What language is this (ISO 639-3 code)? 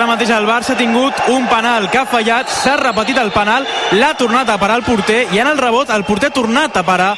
cat